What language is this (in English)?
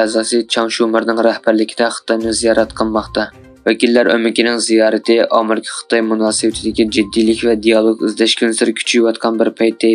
Uyghur